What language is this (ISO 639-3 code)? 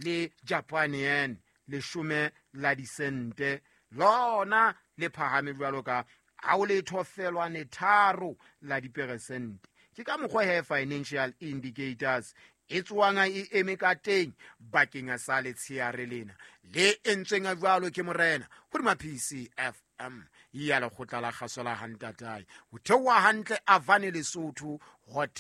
sot